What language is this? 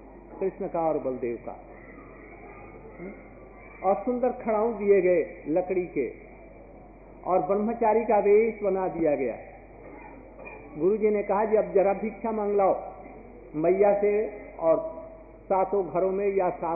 Hindi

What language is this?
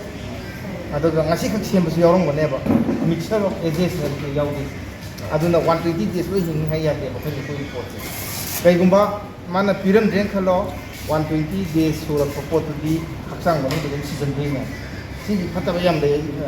Manipuri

